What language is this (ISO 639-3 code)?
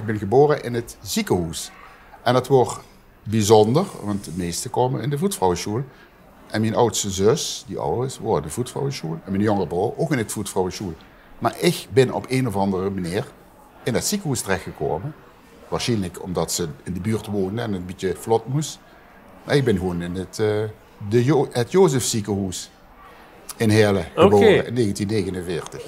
lim